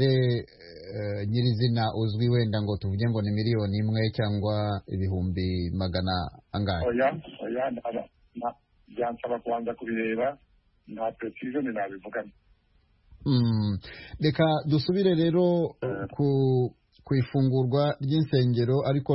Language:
Kinyarwanda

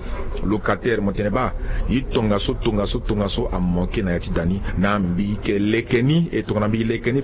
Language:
Sango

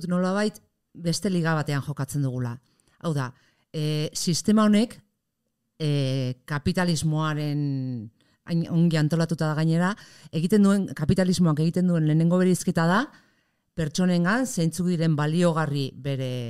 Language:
Basque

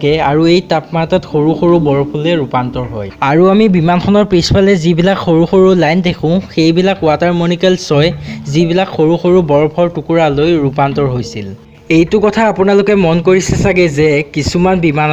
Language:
Assamese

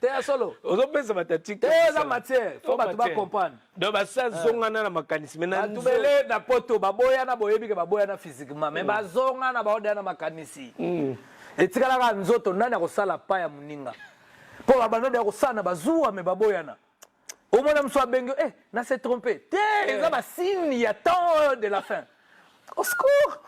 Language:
Lingala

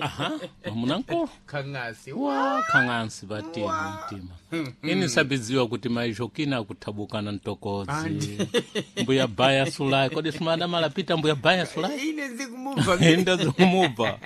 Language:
Sena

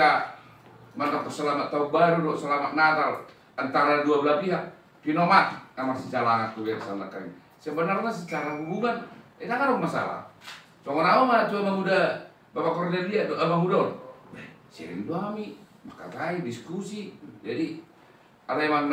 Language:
Batak Toba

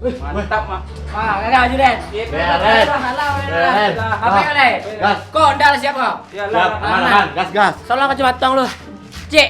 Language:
Minangkabau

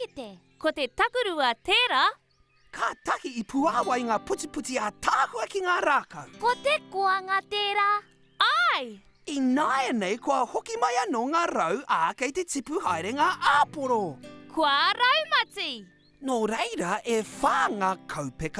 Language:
Māori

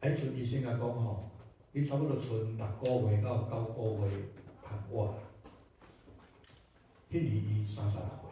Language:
Min Nan Chinese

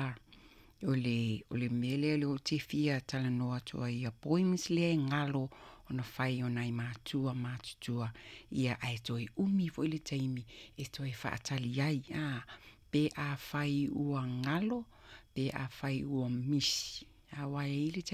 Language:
Samoan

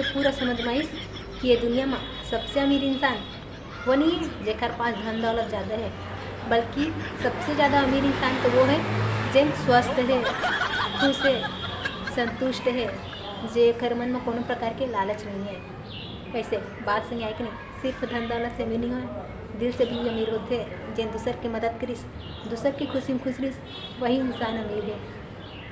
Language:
Chhattisgarhi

